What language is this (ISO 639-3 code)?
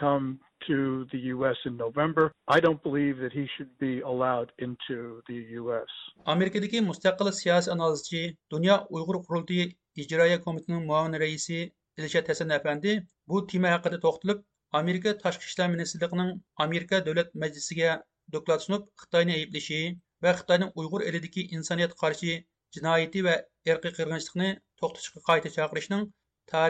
uig